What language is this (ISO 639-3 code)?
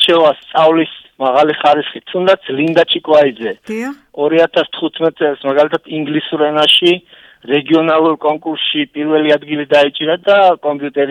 kat